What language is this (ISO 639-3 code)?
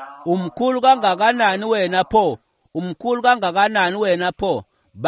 ssw